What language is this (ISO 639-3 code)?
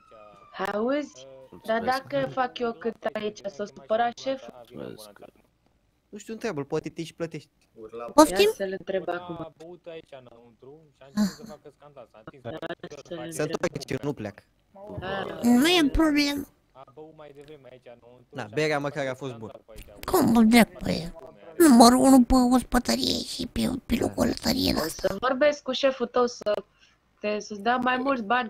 ron